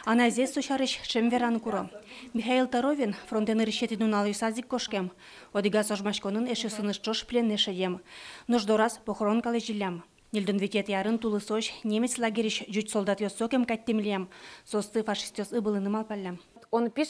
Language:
Udmurt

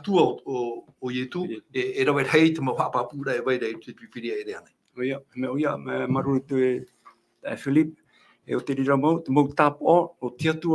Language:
Tahitian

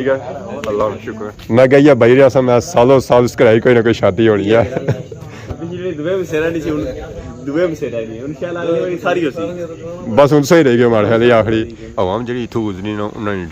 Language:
Pahari-Potwari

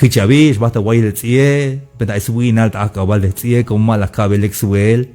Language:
Tzeltal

